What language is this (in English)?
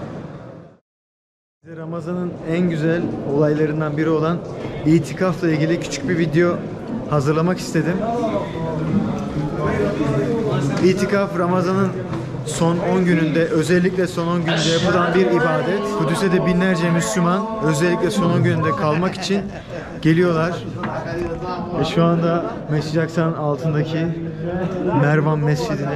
Turkish